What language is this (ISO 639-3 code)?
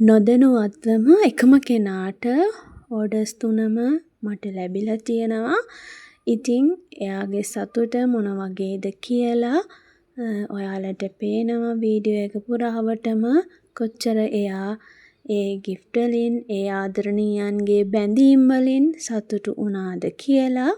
sin